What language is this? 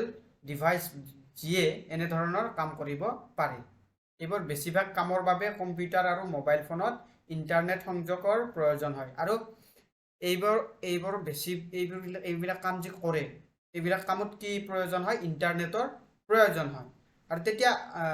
Assamese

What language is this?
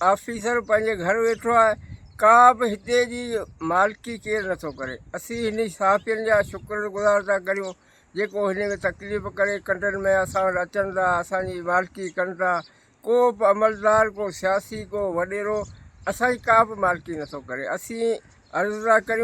Sindhi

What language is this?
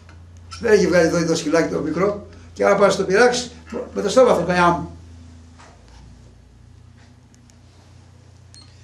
Greek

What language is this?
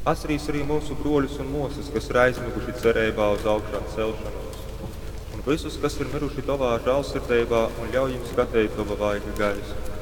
Latgalian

